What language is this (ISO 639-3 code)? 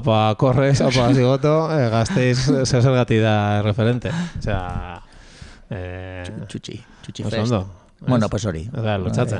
eus